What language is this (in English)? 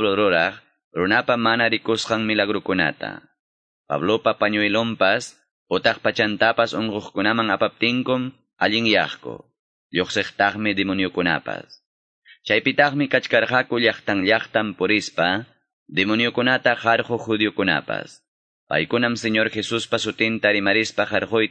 Quechua